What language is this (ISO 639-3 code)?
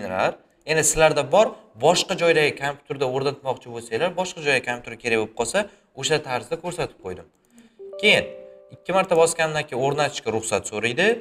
uzb